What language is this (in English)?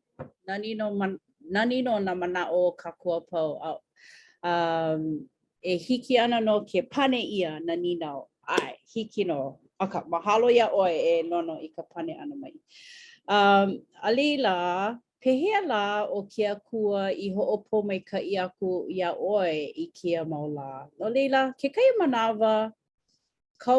Hawaiian